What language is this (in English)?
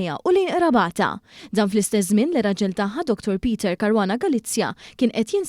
Maltese